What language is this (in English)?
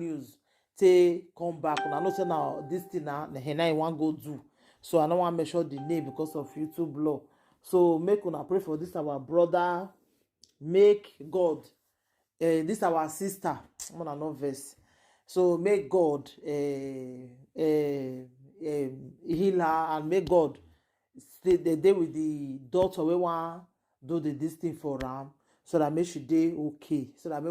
Nigerian Pidgin